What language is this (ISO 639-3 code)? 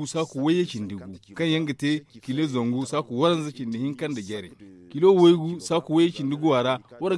dje